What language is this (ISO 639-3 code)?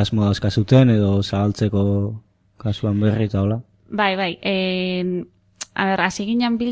eus